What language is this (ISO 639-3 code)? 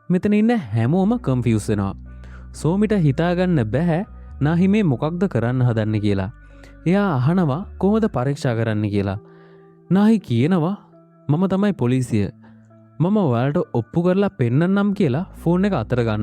sin